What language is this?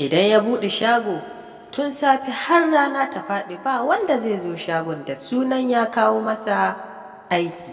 Hausa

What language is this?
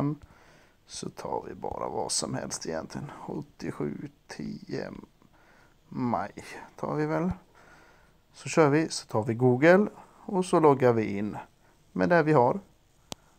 Swedish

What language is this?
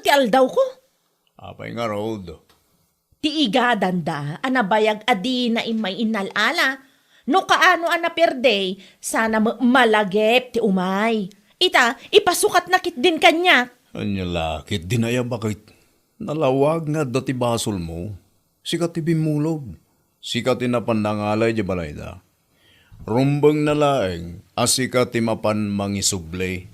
Iloko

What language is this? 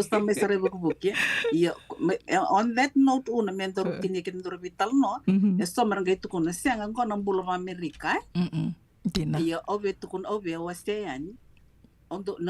Fijian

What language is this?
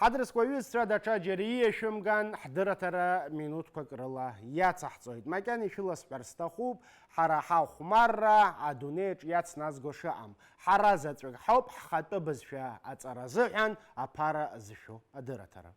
Abkhazian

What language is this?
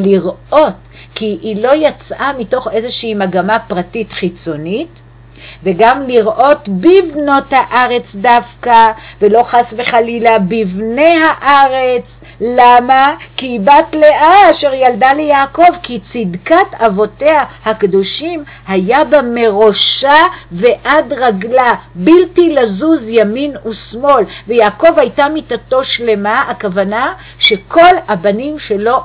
Hebrew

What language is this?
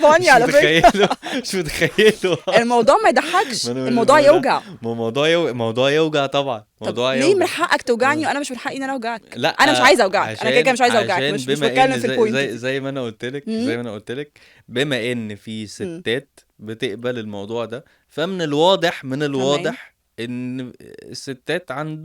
Egyptian Arabic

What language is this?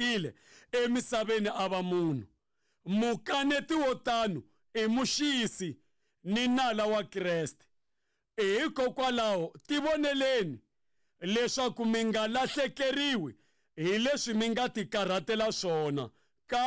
Tsonga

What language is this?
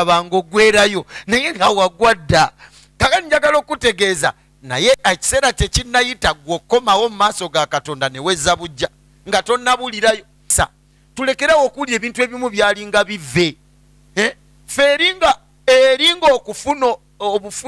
Ganda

